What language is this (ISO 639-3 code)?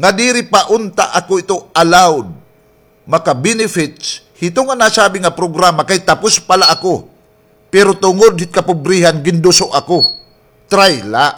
war